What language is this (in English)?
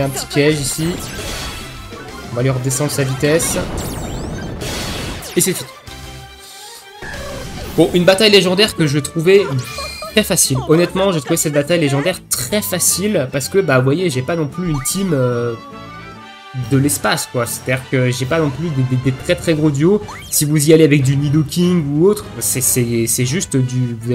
French